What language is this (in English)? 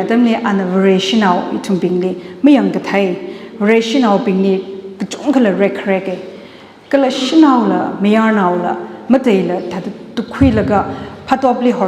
Tangkhul Naga (India)